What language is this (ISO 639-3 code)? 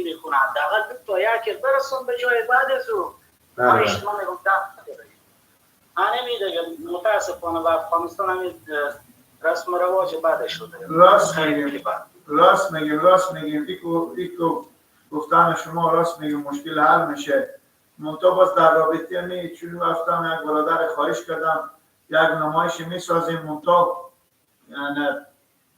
fas